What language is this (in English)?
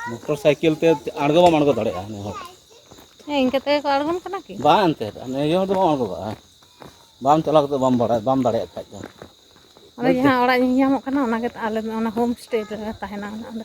Santali